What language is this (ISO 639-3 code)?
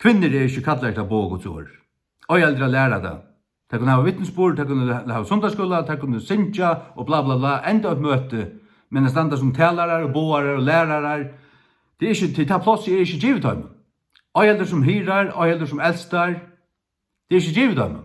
fao